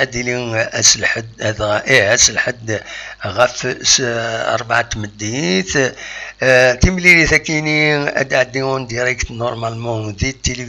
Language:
Kabyle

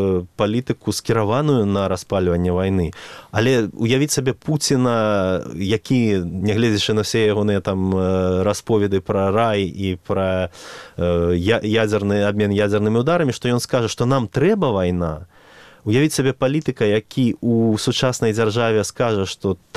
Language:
Belarusian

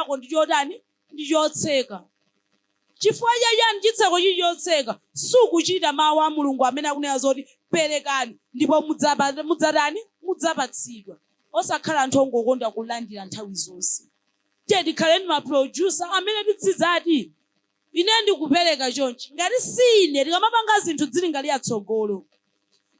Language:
Nyanja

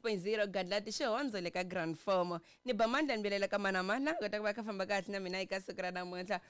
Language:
Tsonga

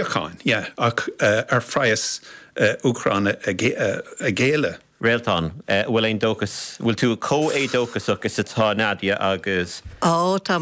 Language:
Irish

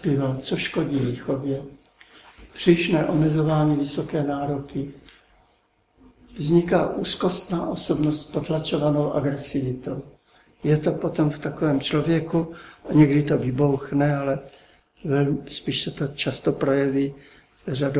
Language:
Czech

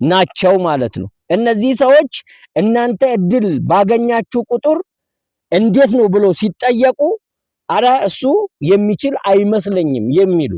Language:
Amharic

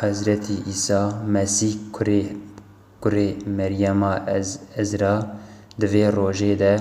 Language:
Kurdish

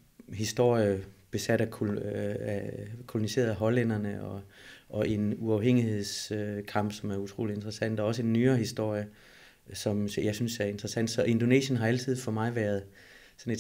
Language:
Danish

